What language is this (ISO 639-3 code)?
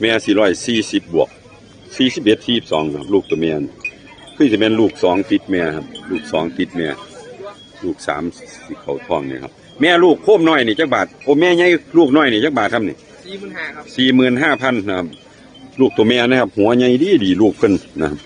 tts